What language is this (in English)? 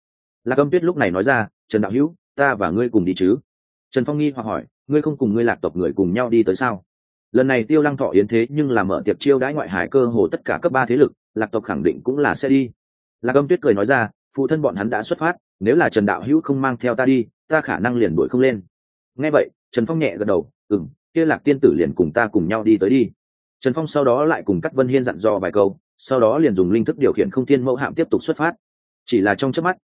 Vietnamese